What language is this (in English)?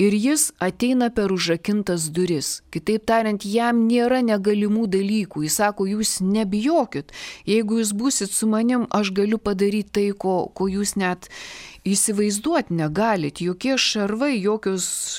Lithuanian